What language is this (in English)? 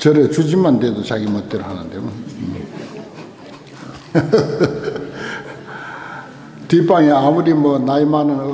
Korean